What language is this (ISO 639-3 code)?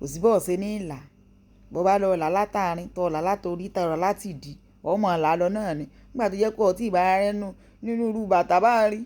yor